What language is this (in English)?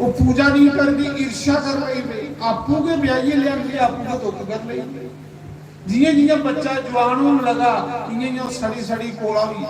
Dogri